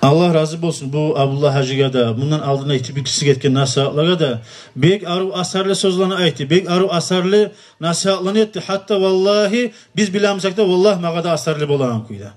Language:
Kumyk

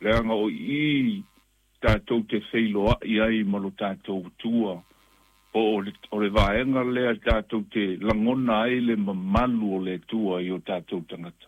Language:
Samoan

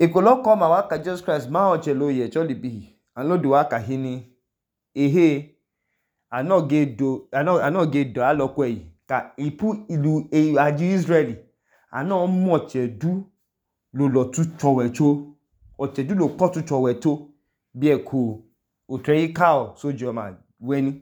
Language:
Idoma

